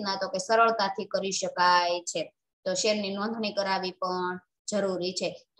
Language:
Gujarati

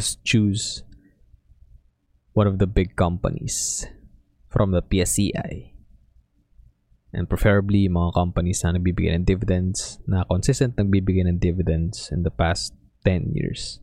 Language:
Filipino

